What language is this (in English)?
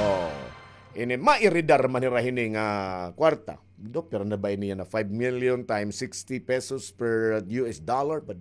Waray